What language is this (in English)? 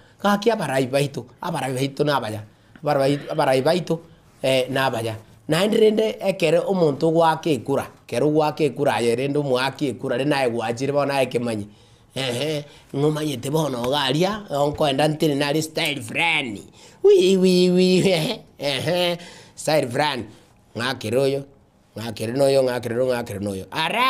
Gusii